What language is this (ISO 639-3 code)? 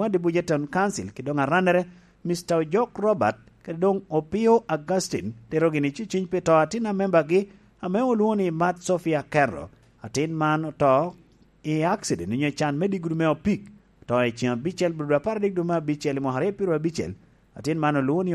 laj